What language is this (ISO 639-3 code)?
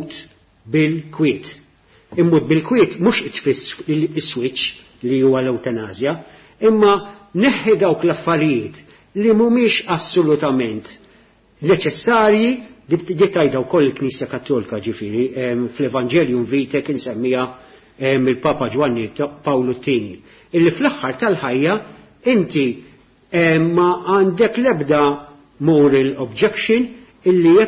mlt